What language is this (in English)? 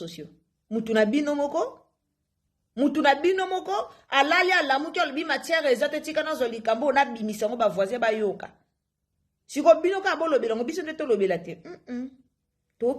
Lingala